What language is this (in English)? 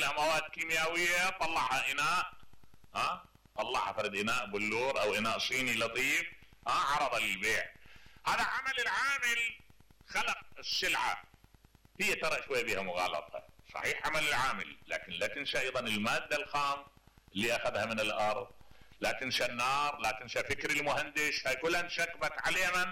Mesopotamian Arabic